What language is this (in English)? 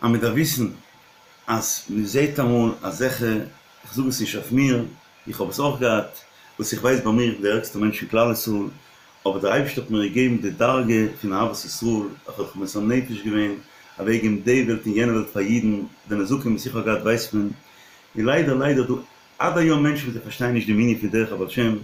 Yiddish